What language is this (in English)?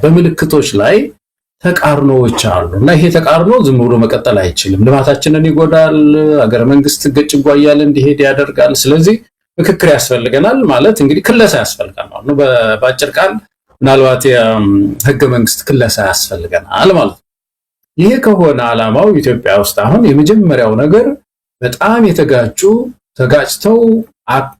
Amharic